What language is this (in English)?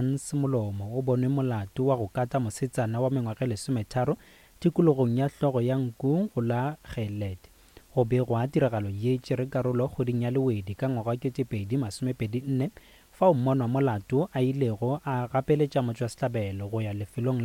Northern Sotho